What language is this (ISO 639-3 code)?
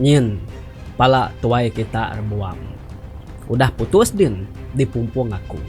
iba